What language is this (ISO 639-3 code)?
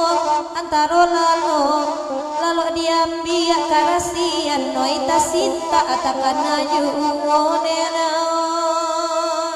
min